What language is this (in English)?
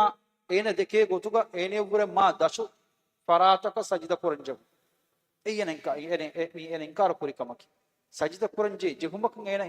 Divehi